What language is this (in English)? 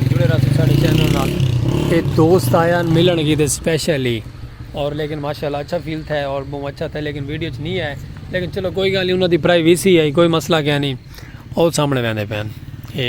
Saraiki